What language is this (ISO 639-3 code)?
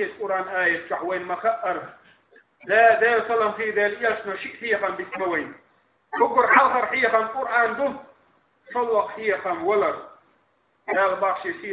che